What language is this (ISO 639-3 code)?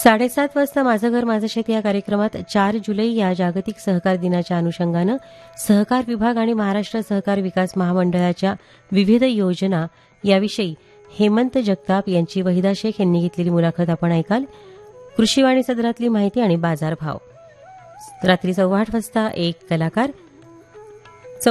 mar